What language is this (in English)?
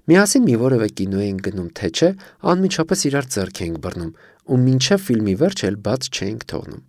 Armenian